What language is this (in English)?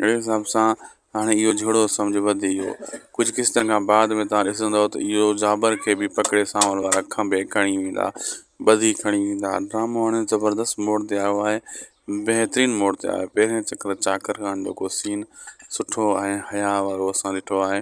Sindhi